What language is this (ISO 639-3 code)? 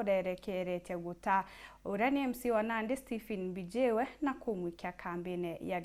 mer